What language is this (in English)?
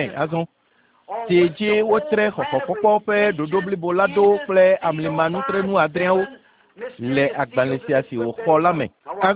Ewe